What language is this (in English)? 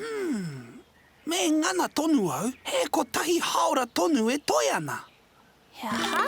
Māori